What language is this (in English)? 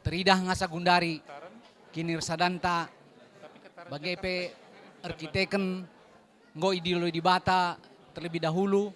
Batak Karo